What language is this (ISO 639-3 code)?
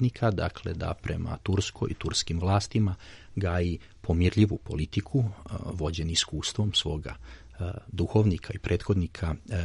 srp